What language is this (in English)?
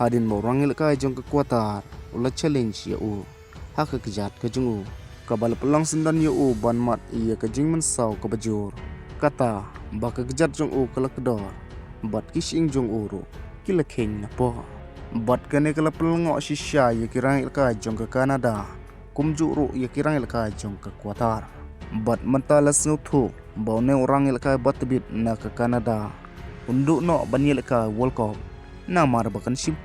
Khasi